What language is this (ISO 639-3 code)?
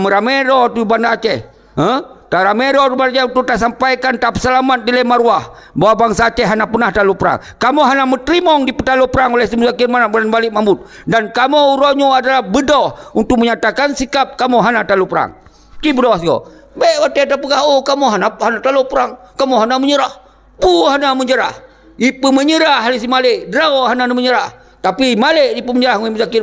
ace